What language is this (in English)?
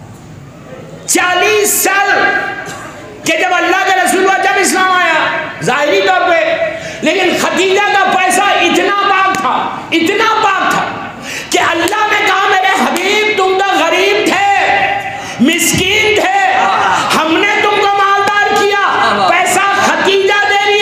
Urdu